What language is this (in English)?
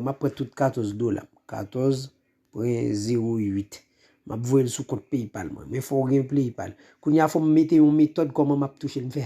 Haitian Creole